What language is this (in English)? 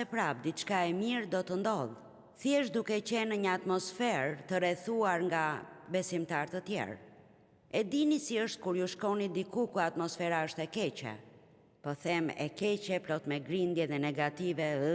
Albanian